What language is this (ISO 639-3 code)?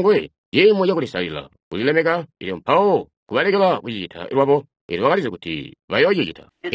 toi